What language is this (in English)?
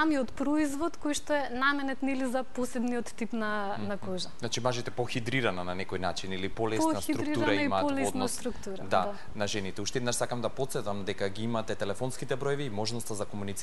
Macedonian